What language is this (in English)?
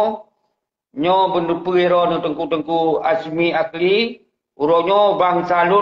Achinese